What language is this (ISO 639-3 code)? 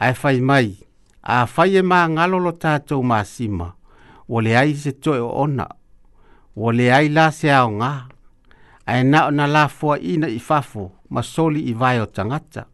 smo